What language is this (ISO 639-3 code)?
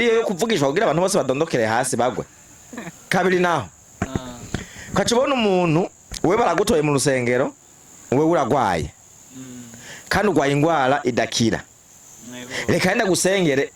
run